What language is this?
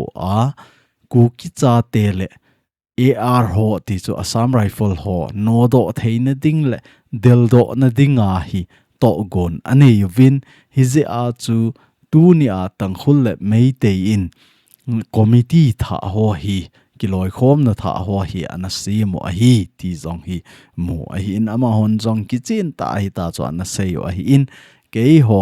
Thado Chin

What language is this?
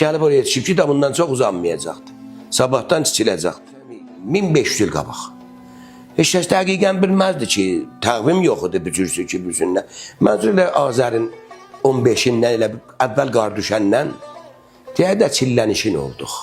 South Azerbaijani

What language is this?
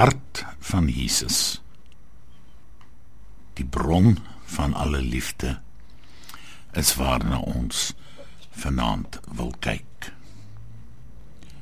Afrikaans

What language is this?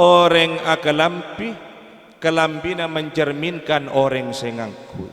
Madurese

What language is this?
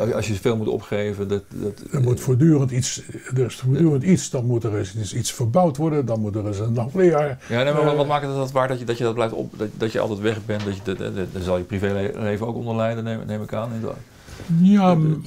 Dutch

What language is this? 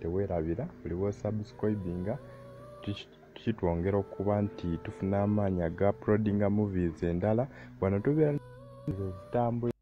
Ganda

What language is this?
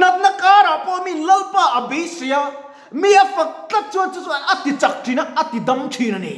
Mizo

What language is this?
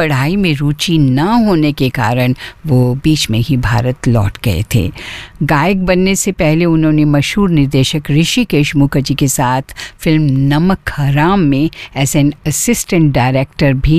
Hindi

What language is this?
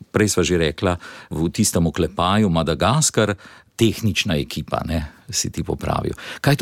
Slovenian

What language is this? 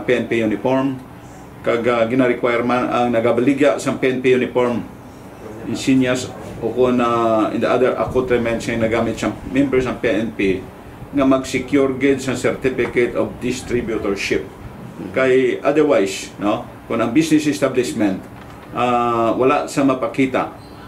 Hiligaynon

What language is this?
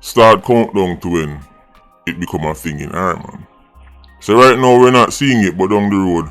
Jamaican Creole English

